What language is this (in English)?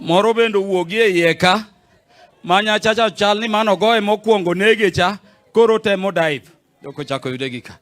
Luo (Kenya and Tanzania)